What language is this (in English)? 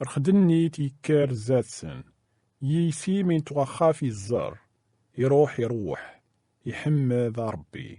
Kabyle